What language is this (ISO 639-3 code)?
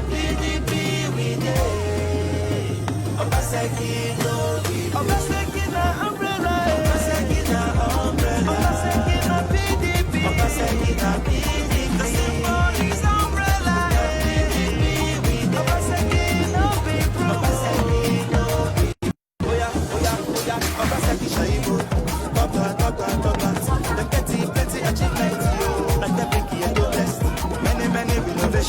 pcm